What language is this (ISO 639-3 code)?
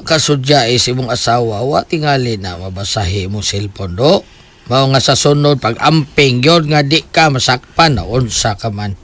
ceb